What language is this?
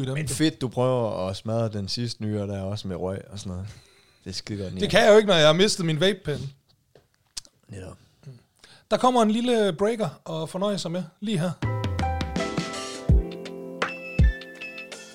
Danish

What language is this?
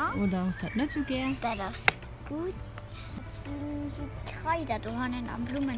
Luxembourgish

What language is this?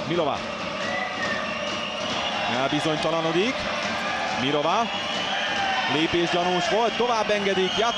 Hungarian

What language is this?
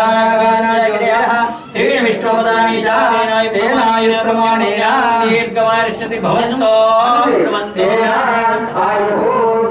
Telugu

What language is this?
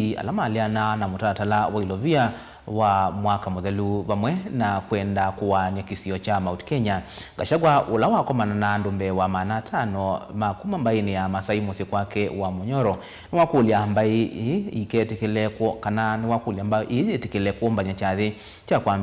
Kamba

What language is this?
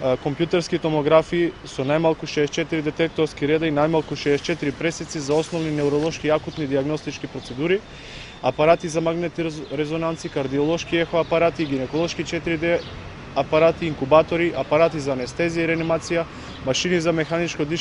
Macedonian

